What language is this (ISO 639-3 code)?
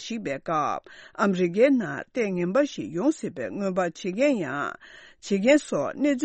bod